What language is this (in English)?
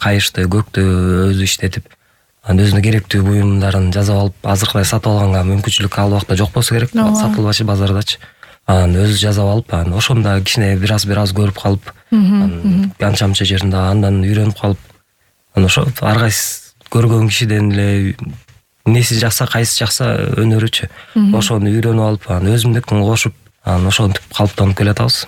Kyrgyz